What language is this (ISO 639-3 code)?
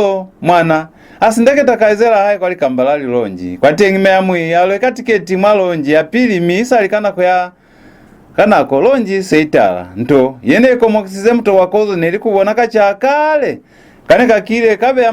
loz